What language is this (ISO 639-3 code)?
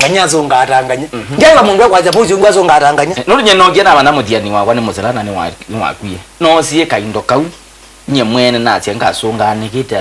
kam